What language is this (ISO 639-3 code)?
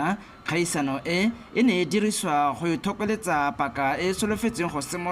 tsn